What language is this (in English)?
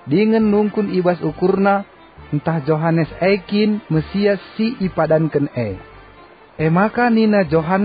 Batak Karo